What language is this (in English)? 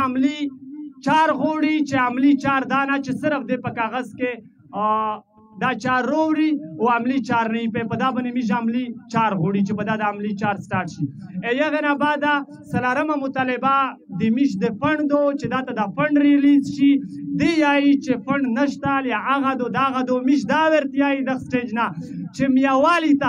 Pashto